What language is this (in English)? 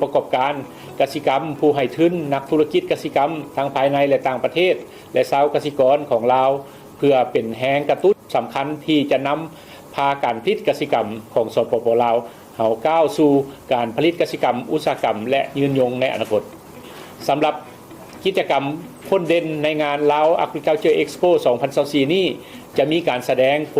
Lao